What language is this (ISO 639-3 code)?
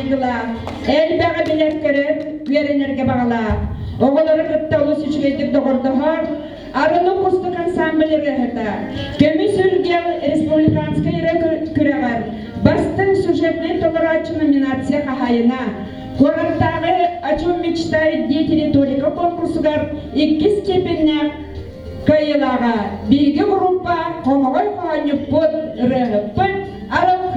sah